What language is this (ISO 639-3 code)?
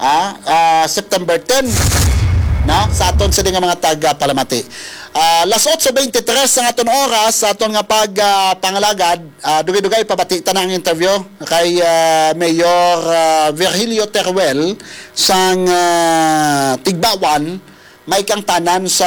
hil